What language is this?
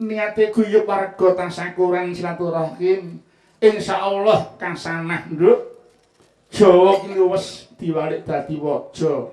Javanese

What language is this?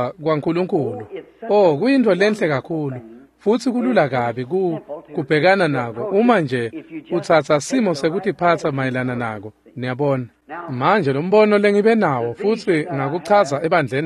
Swati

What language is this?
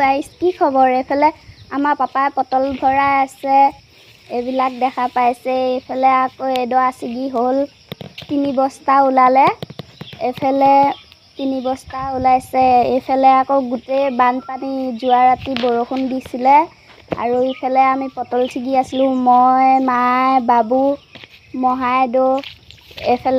Assamese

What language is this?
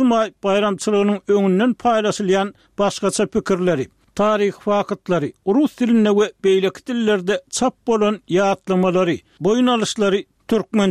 Turkmen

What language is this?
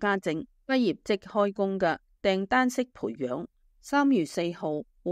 Cantonese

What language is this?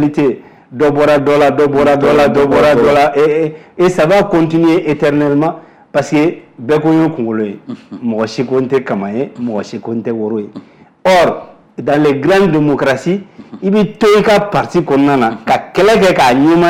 Bambara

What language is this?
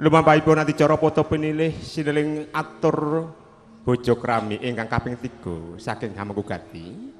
Javanese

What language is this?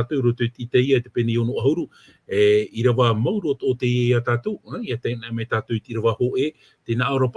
Tahitian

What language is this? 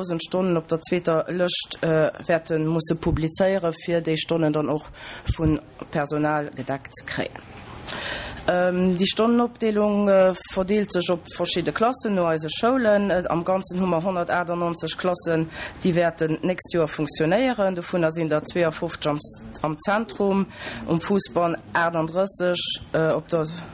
Luxembourgish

